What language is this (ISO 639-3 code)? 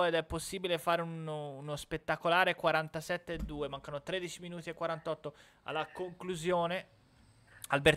ita